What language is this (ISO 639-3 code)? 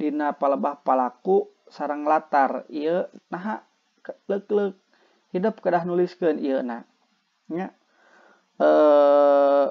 sun